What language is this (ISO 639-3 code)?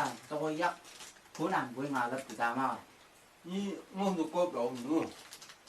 nbc